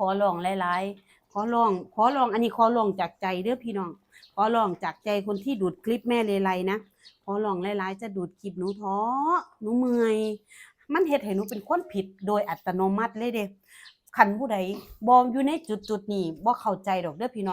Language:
Northeastern Thai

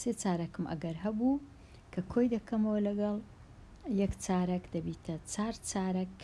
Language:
Central Kurdish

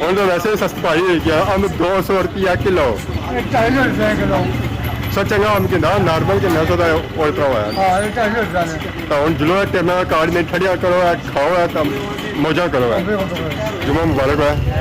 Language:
Pahari-Potwari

